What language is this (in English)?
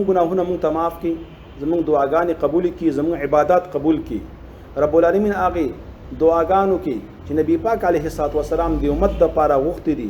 Pashto